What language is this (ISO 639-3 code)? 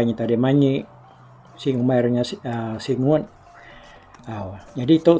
iba